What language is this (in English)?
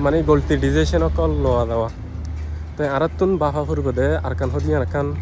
Rohingya